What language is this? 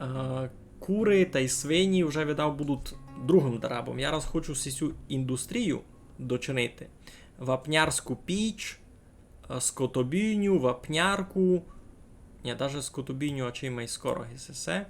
Rusyn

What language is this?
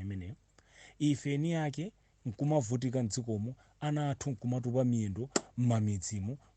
Nyanja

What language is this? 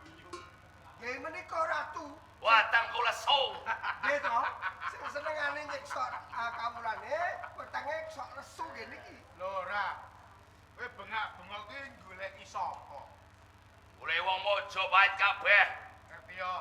Javanese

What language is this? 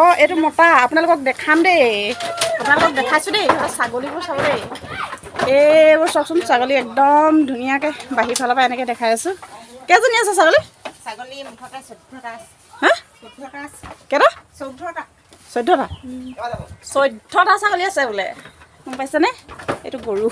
Assamese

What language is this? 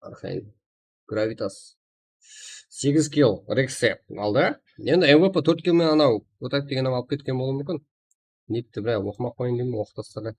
Kara-Kalpak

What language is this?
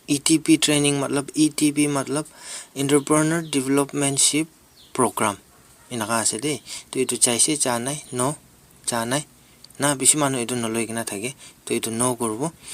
Naga Pidgin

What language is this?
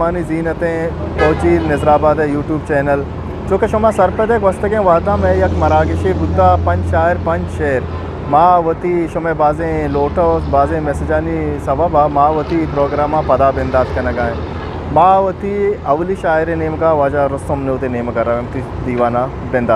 Eastern Balochi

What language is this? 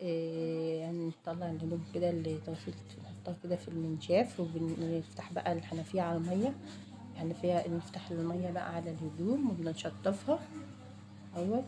Egyptian Arabic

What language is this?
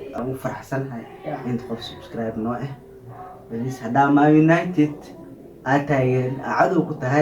Somali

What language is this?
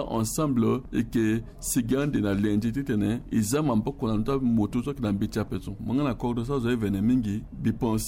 Sango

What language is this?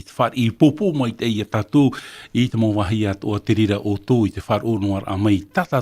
Tahitian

